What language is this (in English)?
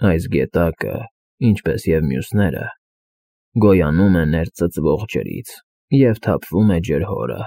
Armenian